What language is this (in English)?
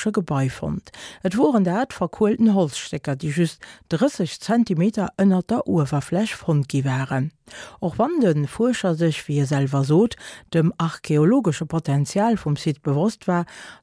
Luxembourgish